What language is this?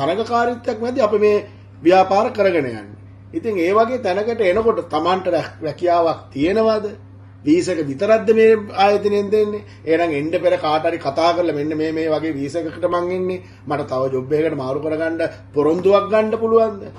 Sinhala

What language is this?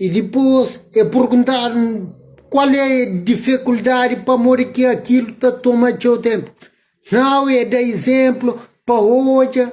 Kabuverdianu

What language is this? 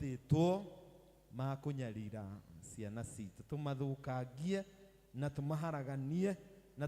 Kikuyu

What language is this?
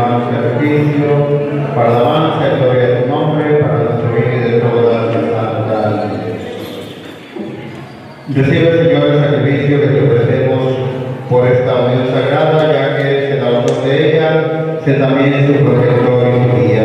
Spanish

